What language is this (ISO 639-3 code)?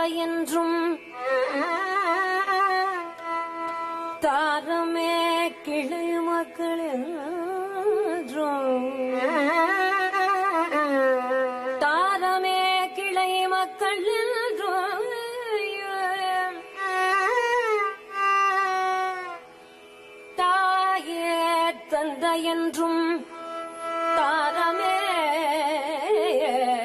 tam